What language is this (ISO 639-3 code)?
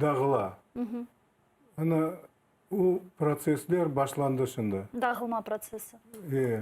crh